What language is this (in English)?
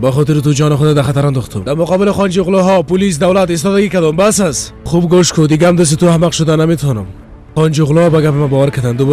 Persian